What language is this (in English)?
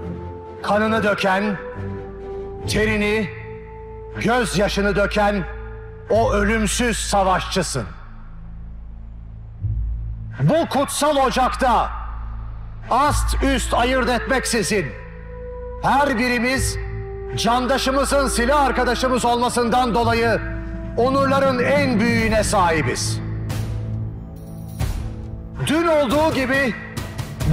Turkish